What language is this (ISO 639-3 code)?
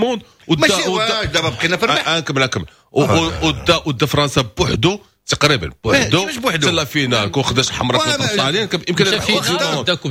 ary